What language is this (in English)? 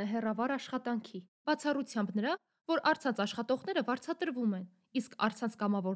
Armenian